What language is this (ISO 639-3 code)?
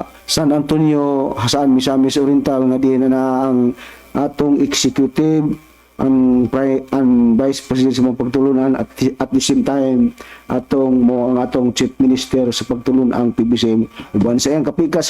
ceb